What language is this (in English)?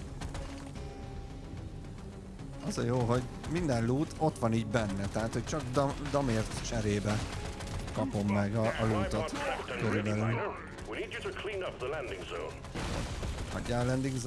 Hungarian